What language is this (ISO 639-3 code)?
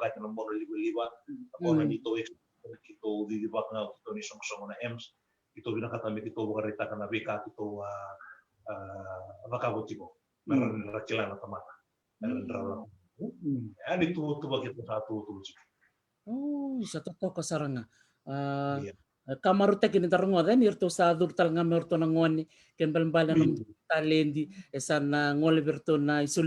fij